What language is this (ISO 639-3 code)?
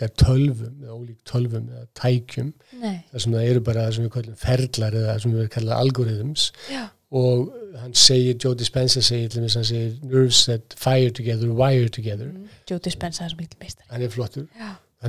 isl